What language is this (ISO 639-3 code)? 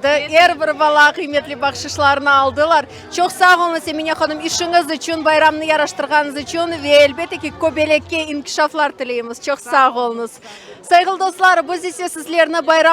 crh